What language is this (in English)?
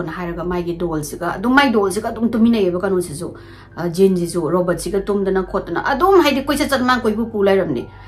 Manipuri